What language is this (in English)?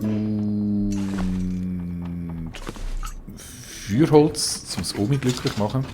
Swiss German